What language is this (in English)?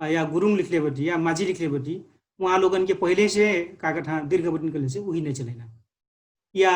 Dangaura Tharu